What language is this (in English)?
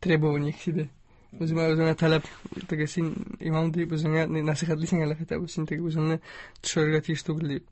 Tatar